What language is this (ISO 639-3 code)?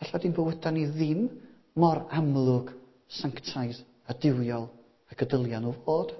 cym